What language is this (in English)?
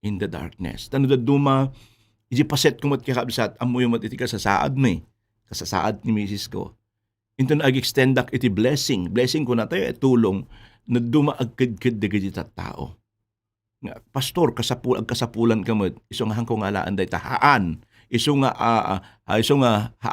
Iloko